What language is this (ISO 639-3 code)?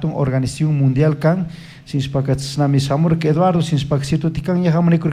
qug